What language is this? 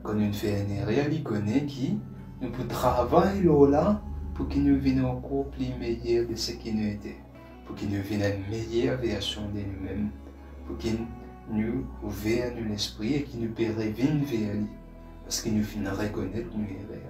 Morisyen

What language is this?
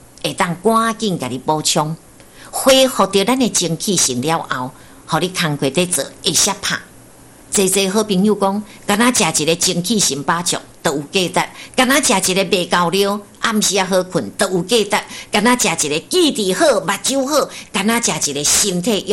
Min Nan Chinese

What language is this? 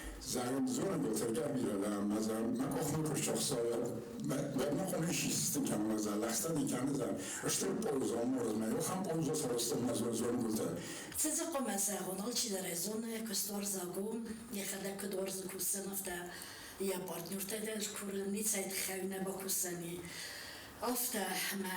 Ossetic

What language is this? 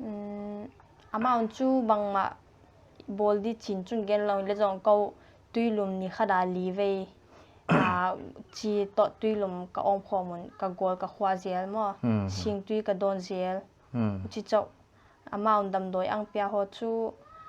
Paite Chin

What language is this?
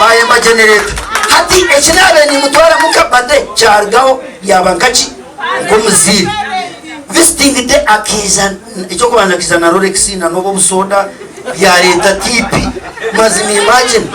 Nyankole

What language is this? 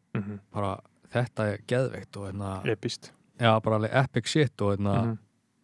Icelandic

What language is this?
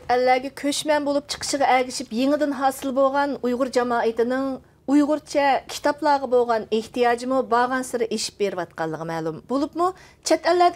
Uyghur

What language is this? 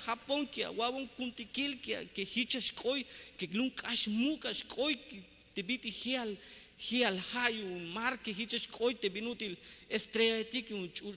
Tzeltal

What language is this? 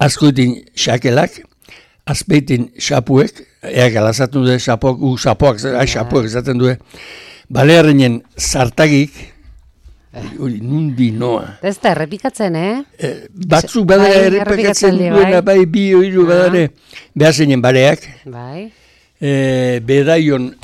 Basque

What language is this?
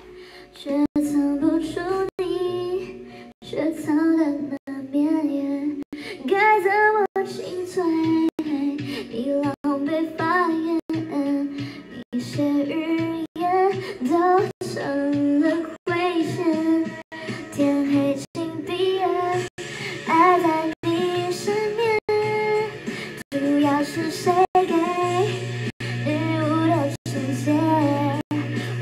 Chinese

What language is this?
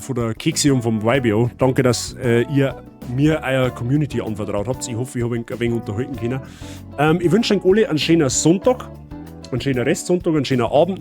Bavarian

